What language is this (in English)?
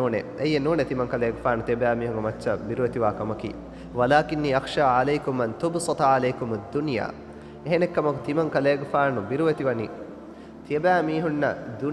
Divehi